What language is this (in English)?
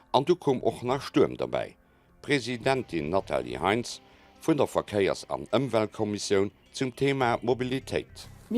Luxembourgish